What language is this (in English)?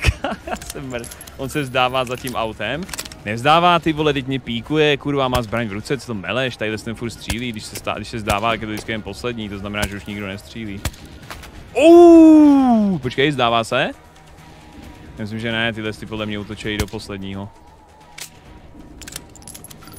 Czech